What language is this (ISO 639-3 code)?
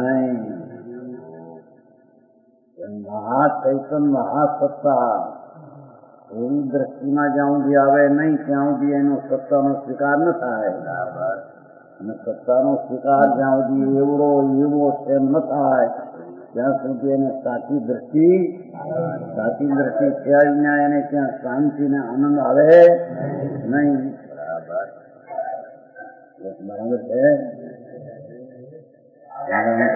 guj